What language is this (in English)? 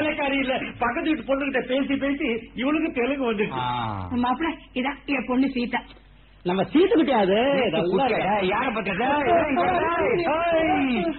Tamil